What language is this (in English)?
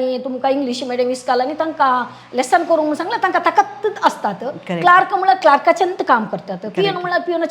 Konkani